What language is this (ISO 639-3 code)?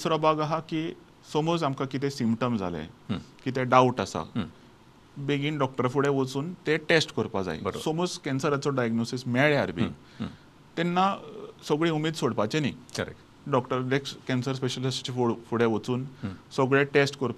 kok